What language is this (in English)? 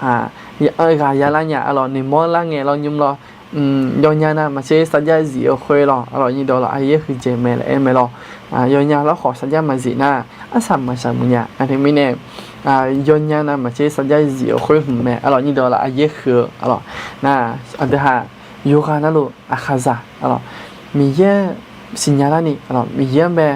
Akha